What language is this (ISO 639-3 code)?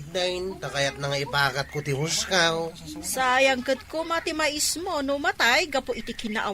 ilo